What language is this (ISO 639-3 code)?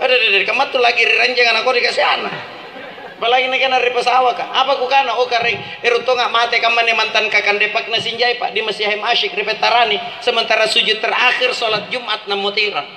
mak